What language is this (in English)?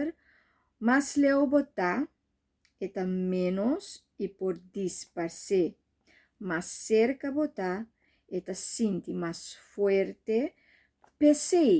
Papiamento